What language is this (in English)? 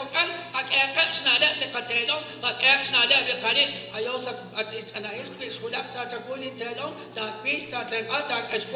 Kekchí